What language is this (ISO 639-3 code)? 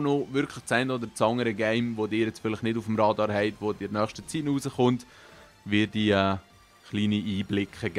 gsw